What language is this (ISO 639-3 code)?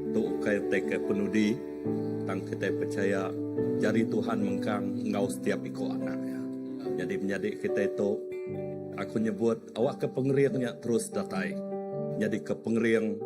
iba